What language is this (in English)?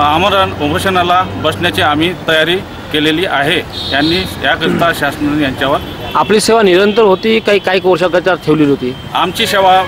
Marathi